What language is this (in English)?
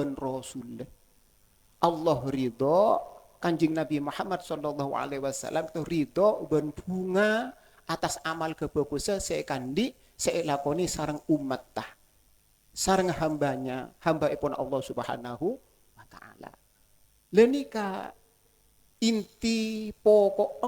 Madurese